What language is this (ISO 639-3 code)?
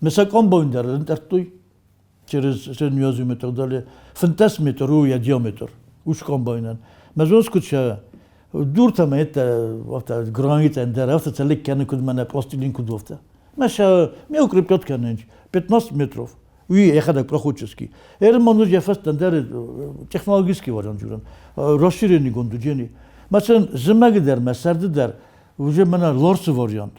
oss